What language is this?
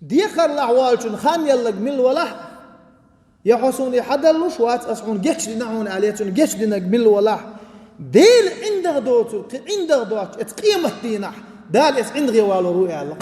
Chechen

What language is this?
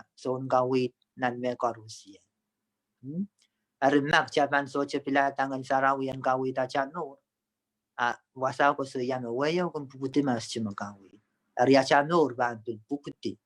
Pohnpeian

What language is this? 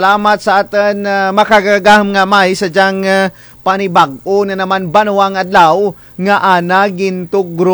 Kinaray-a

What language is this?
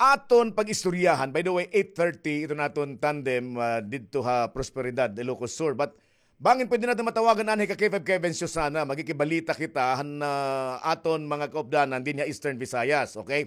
Waray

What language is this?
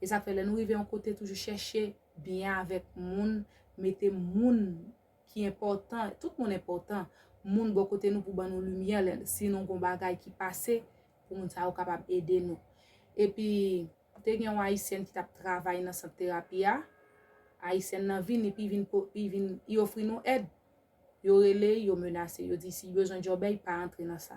Haitian Creole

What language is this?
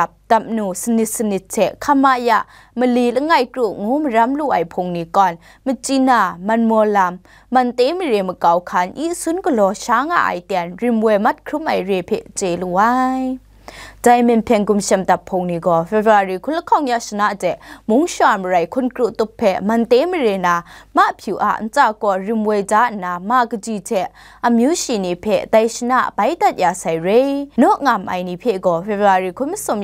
Kachin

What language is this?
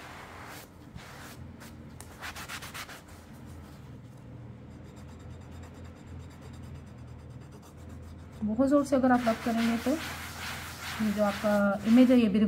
Hindi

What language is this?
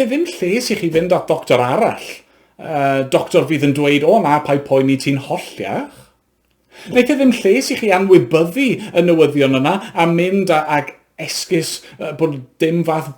Welsh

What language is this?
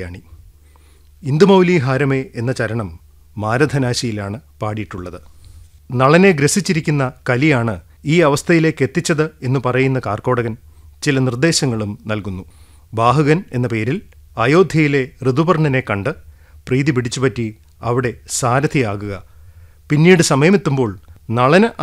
Malayalam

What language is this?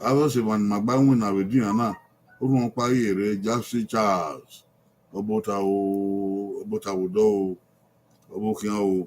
Bini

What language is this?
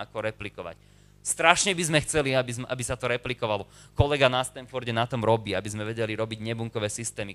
Slovak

